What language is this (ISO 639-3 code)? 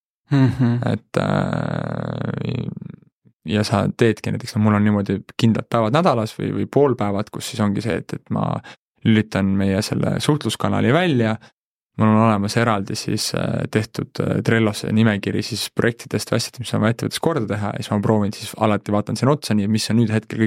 est